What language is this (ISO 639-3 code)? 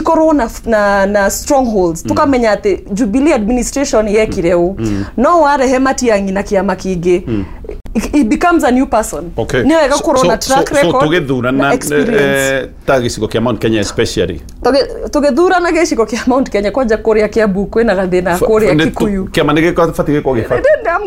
kik